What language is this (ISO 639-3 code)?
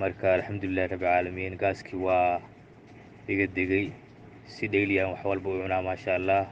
som